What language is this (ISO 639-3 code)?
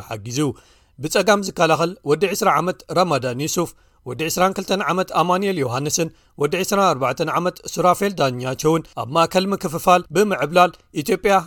tir